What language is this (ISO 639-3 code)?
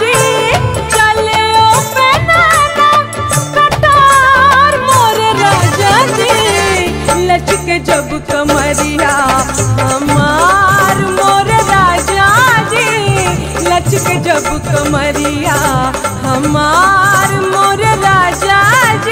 bho